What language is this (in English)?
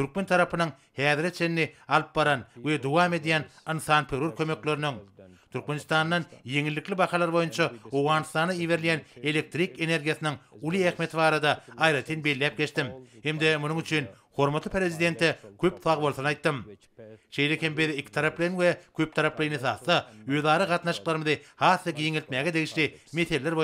Turkmen